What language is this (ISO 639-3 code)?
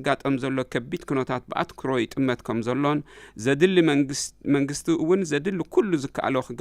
tir